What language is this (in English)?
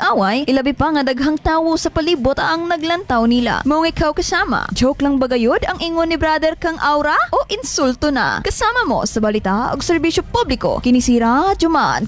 Cebuano